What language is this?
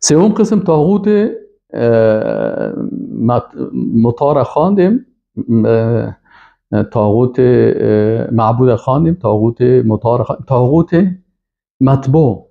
Persian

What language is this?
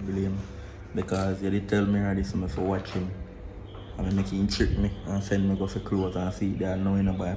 Jamaican Creole English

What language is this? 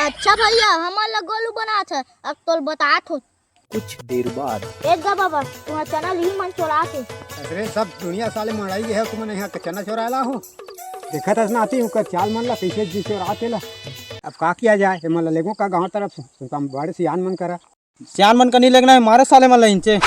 Chhattisgarhi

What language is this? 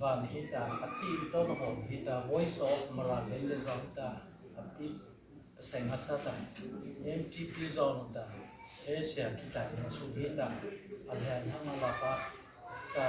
Mara Chin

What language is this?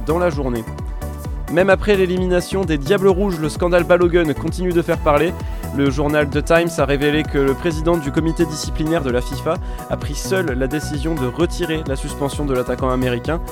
French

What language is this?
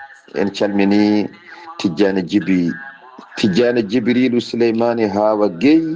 Fula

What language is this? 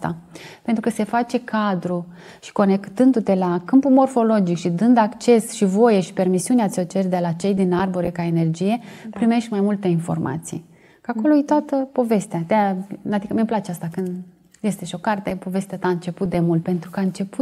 Romanian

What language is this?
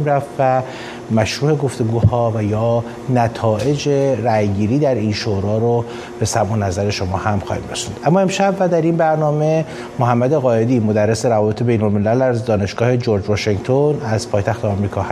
Persian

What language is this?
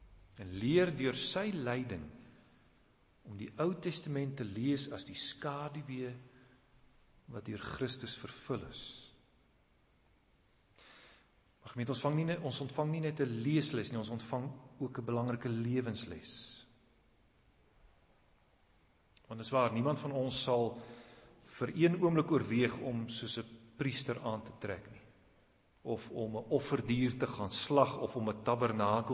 Afrikaans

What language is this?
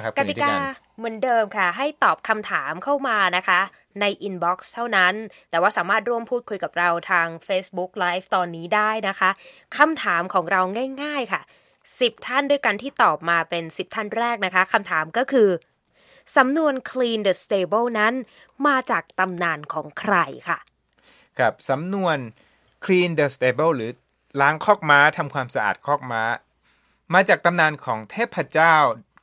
Thai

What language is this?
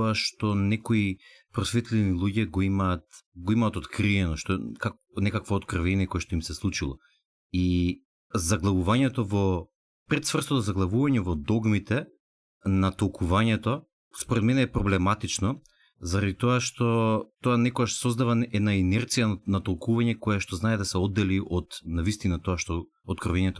Macedonian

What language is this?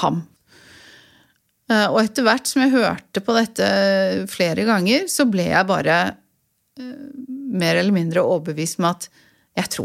Norwegian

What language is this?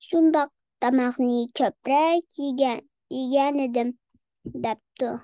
Uyghur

